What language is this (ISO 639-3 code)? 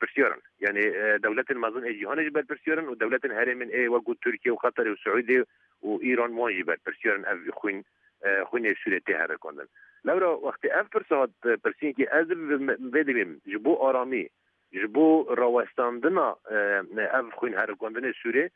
kur